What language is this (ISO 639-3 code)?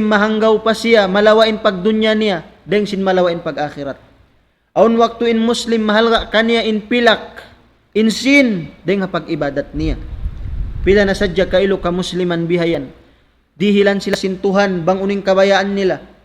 tsg